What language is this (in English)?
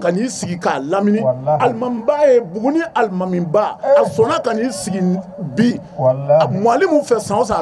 Bambara